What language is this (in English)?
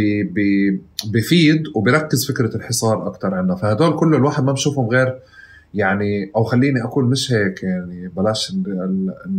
North Levantine Arabic